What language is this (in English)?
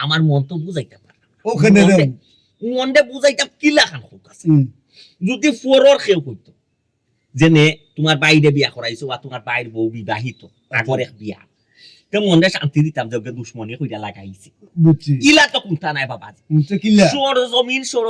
Sylheti